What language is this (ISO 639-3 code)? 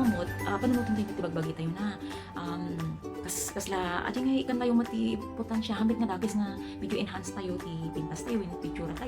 ilo